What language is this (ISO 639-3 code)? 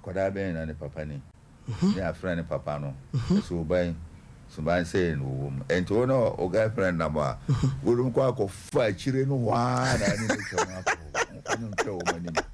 aka